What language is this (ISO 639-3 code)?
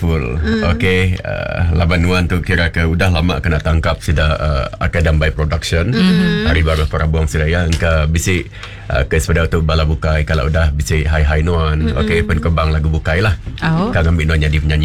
iba